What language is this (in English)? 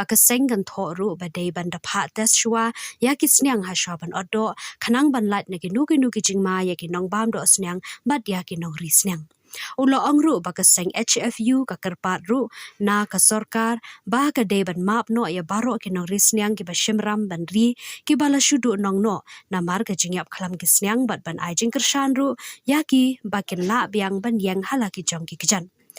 Khasi